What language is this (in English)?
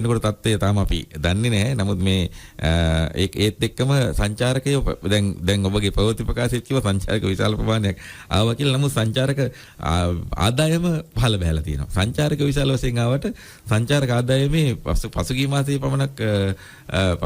Sinhala